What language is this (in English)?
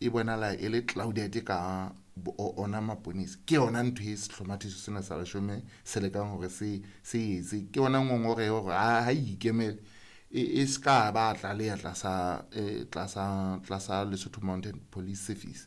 Southern Sotho